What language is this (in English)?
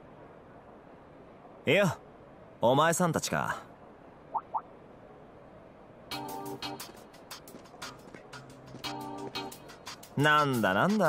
Japanese